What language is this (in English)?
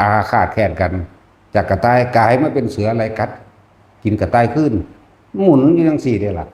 Northeastern Thai